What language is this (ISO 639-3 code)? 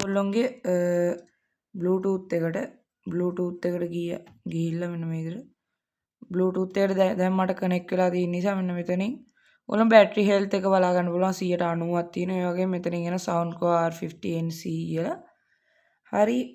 sin